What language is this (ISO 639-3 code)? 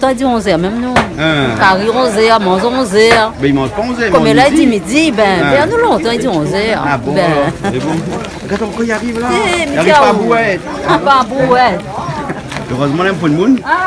rcf